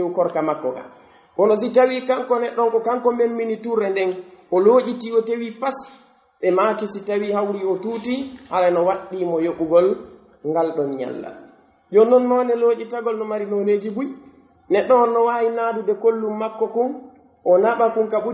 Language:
Pular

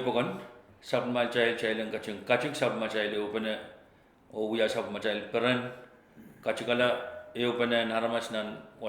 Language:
Pohnpeian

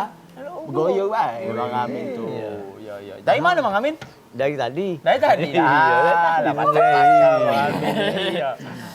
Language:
Musi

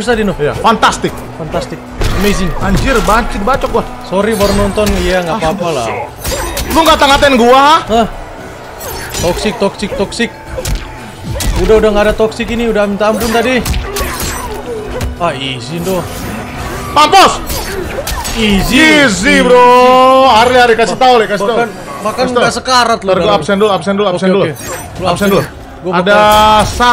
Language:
Indonesian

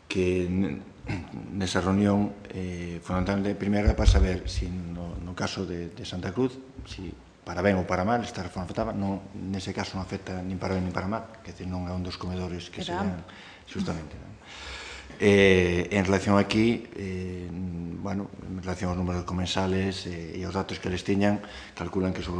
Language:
Galician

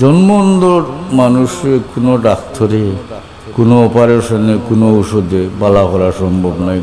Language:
Sylheti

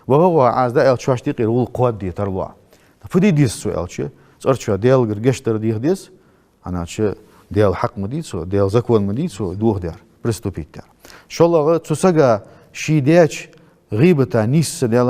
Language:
Ingush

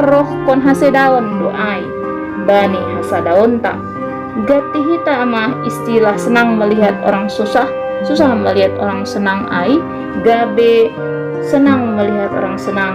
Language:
Batak Simalungun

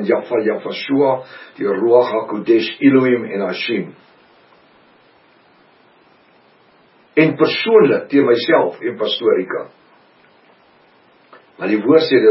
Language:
Afrikaans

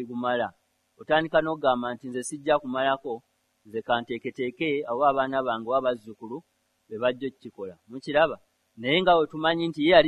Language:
Ganda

